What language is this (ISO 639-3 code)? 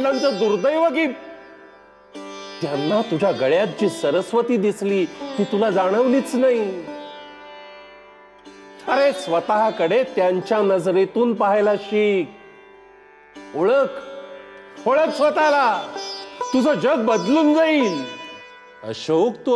mar